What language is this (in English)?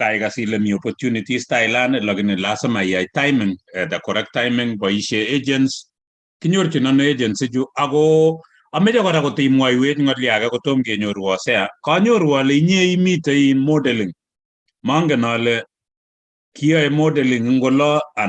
Kalenjin